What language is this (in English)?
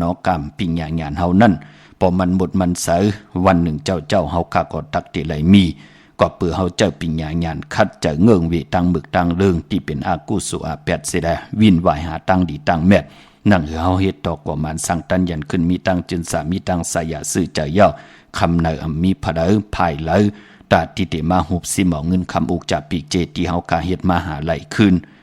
Shan